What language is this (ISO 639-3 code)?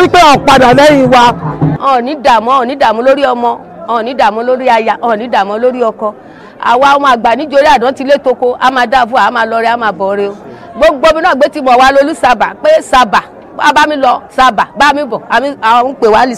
yor